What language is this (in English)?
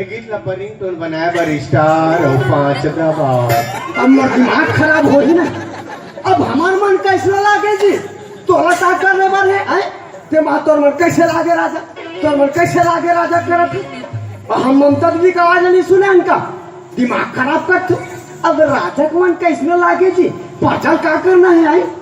Chhattisgarhi